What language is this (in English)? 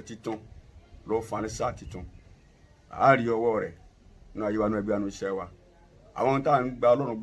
Yoruba